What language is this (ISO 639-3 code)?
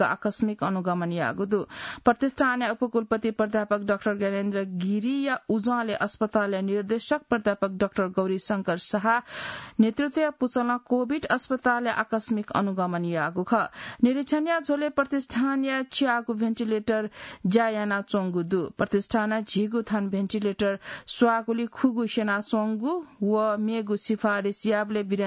new